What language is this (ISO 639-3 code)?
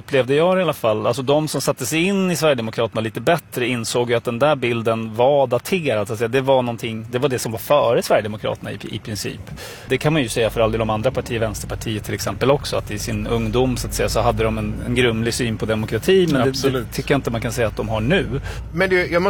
swe